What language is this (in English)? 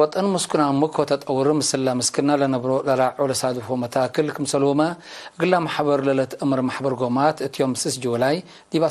Tigre